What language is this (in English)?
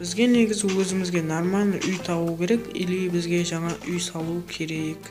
Kara-Kalpak